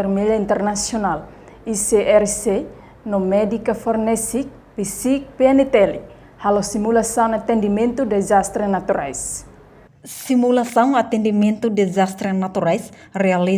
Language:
Tetum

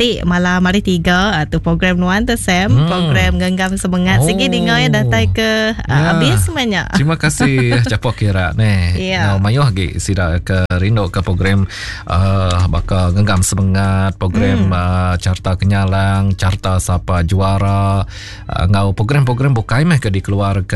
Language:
Iban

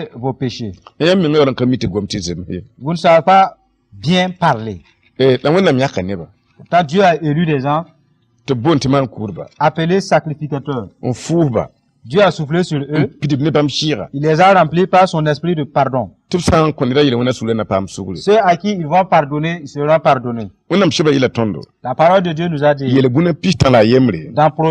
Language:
Mossi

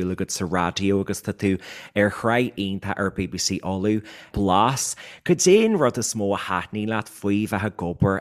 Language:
Irish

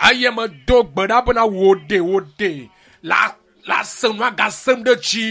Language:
Ewe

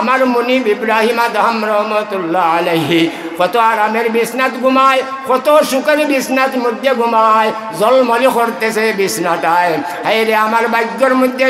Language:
Sylheti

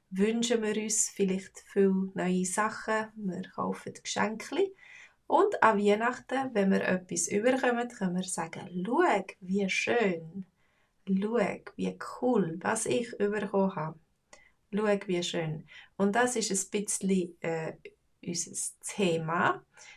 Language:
Swiss German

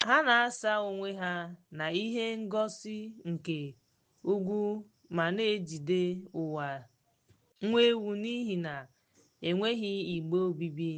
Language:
Igbo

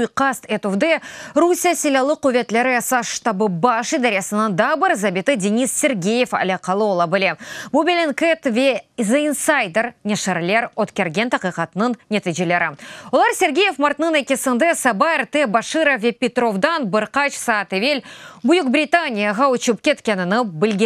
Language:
Crimean Tatar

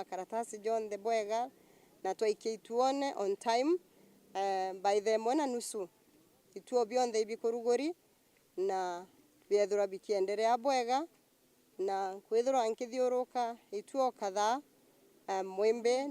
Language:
Meru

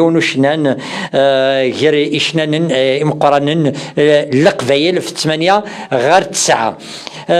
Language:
Kabyle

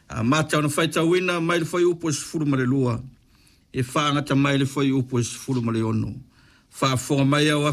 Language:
Samoan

